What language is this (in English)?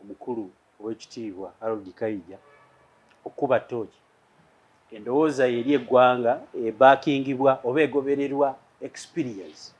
Ganda